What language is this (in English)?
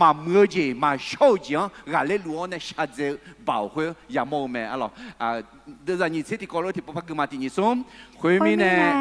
Akha